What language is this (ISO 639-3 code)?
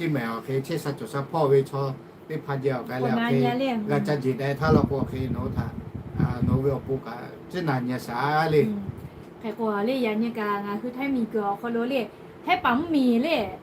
lhu